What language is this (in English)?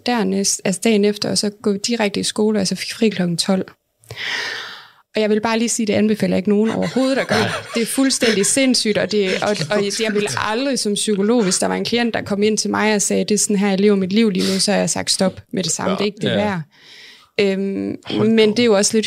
Danish